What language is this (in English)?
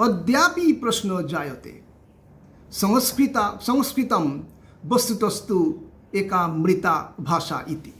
Sanskrit